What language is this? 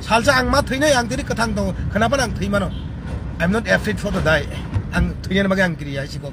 Kok Borok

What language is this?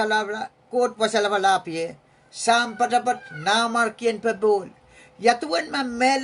Pohnpeian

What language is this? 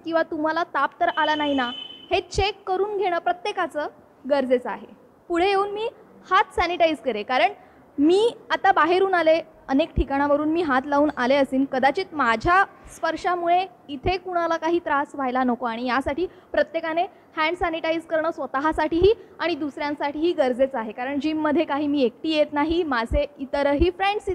Marathi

